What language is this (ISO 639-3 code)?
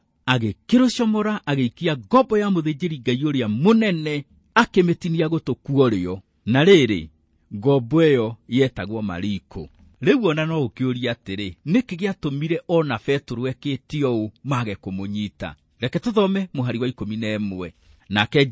kik